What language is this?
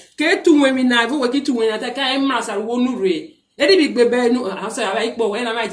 Urhobo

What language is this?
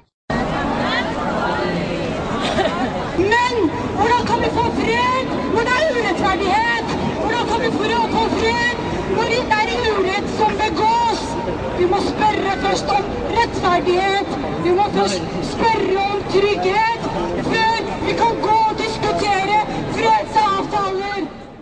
Norwegian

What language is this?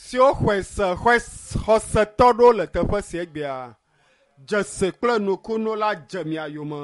Ewe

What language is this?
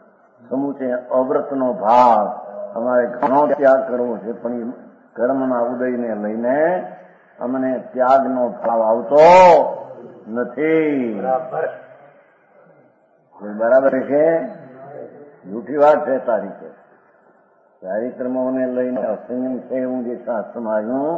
Gujarati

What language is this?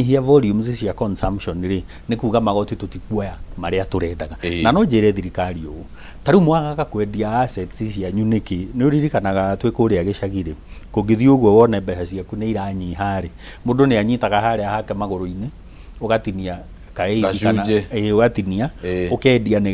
Kikuyu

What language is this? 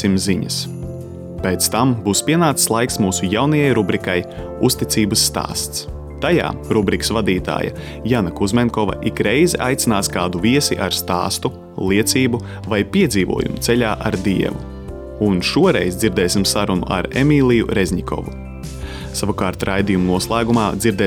Latvian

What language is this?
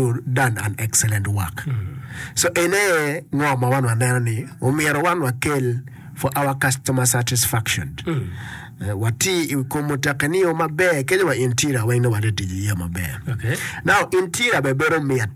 Acoli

